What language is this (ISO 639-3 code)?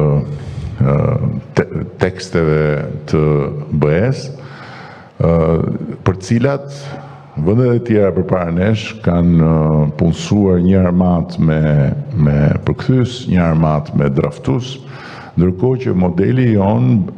sqi